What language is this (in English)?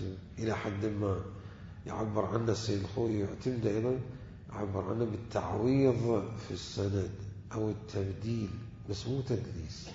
Mesopotamian Arabic